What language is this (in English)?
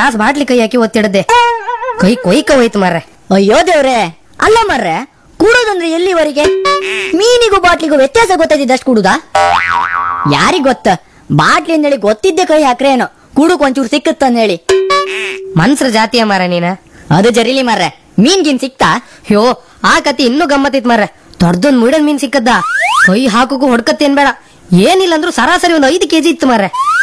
Kannada